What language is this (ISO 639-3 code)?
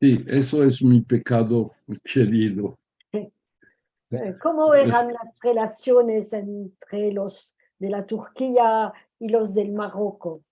lad